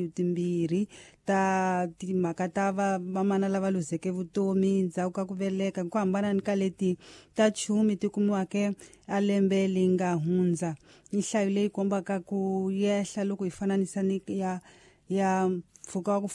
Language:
Tsonga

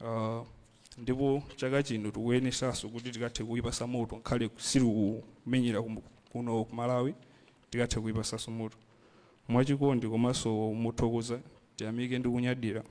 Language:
Nyanja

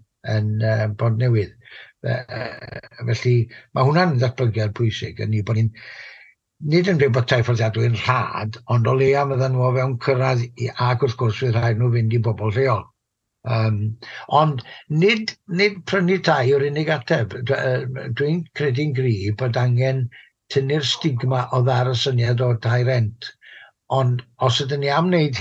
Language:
Welsh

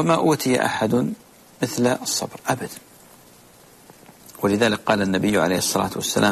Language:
Arabic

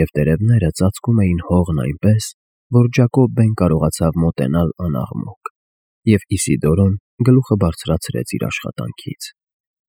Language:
Armenian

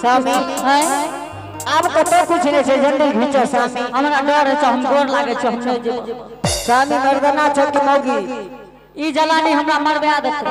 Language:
Angika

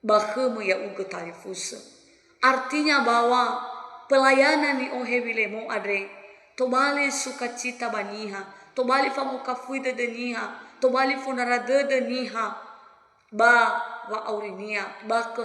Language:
Nias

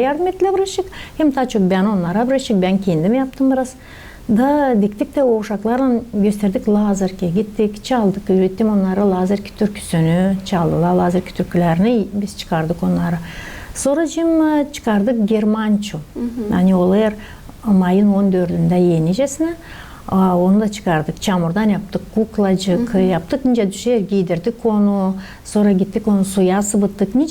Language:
Gagauz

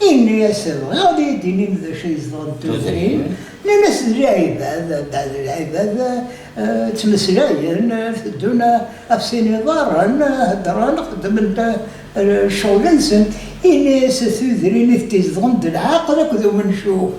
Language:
Kabyle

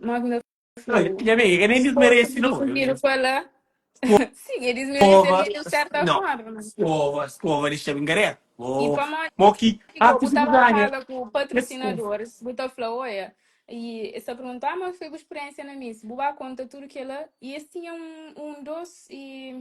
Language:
Kabuverdianu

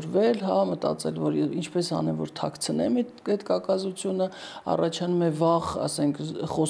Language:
Armenian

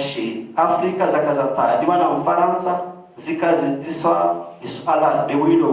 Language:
Ngazidja Comorian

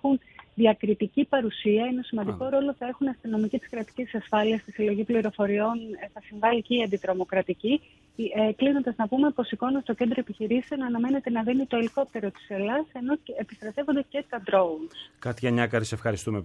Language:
Greek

